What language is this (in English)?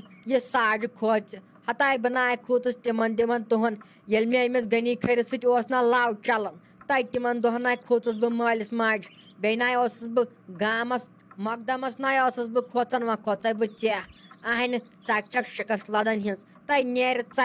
Kashmiri